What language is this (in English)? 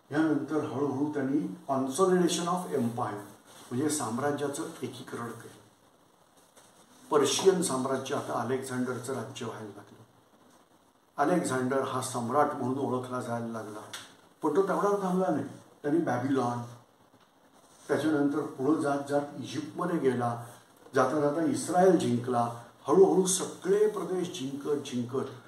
Marathi